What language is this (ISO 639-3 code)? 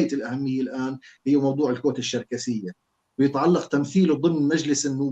apc